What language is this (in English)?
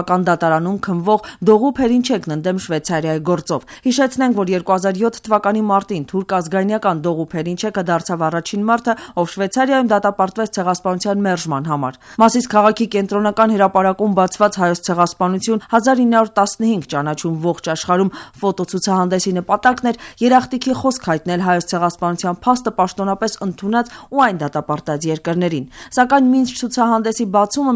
Armenian